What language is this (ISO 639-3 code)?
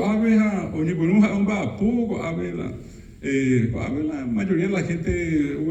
grn